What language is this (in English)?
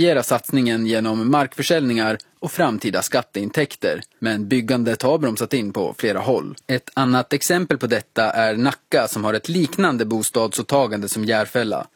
Swedish